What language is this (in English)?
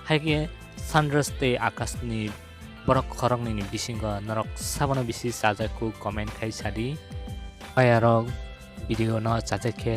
Kok Borok